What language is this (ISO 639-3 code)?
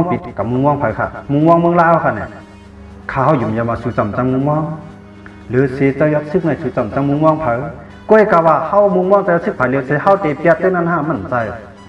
shn